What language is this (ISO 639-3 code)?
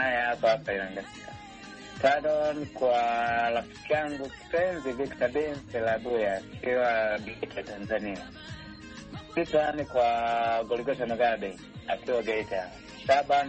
swa